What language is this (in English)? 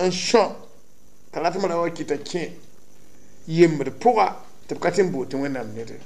Mossi